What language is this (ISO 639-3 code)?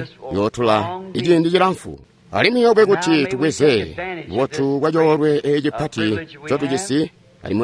toi